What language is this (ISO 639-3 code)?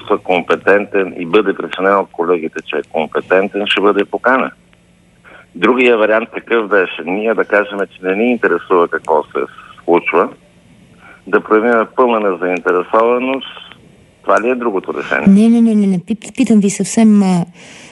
bul